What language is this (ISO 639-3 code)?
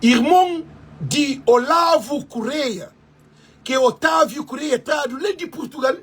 kea